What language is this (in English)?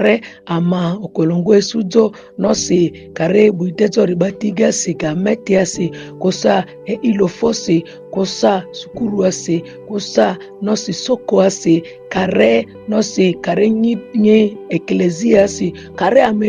Ma'di